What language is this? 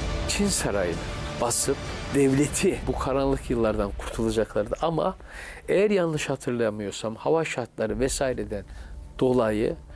Turkish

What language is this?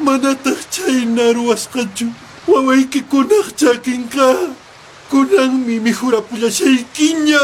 Quechua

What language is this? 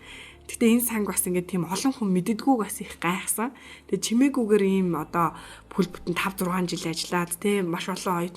Mongolian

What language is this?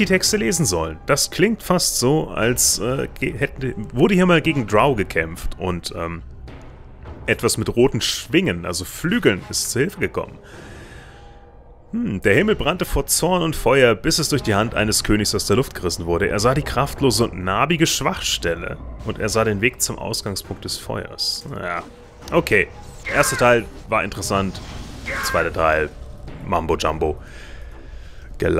German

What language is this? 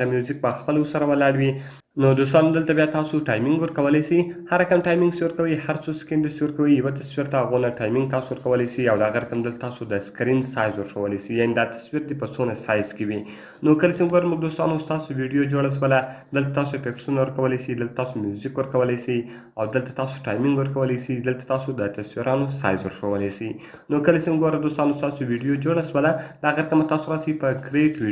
Pashto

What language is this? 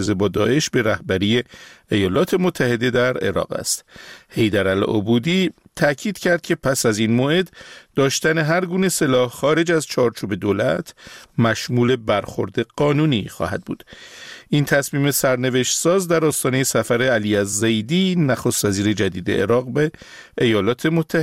Persian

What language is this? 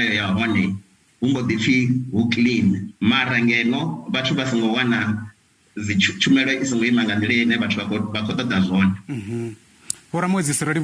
Venda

